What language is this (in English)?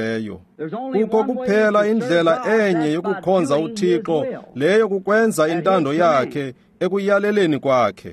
Xhosa